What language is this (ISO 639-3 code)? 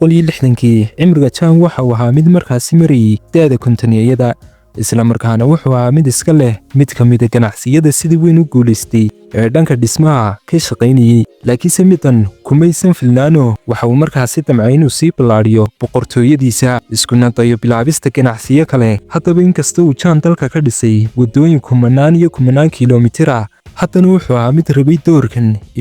som